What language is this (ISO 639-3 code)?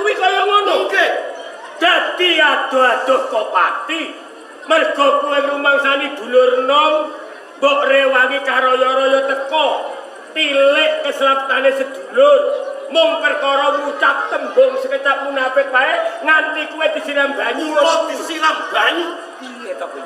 jav